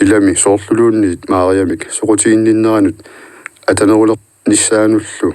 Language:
Kalaallisut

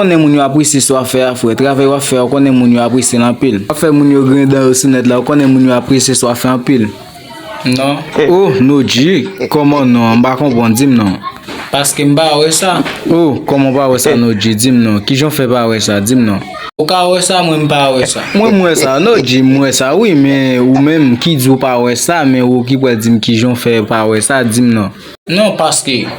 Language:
Haitian Creole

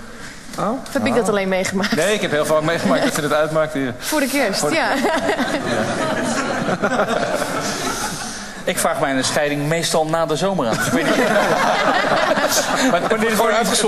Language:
Dutch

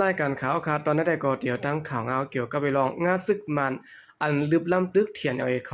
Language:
Shan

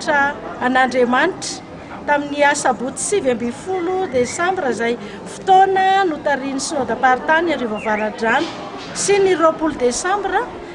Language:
Malagasy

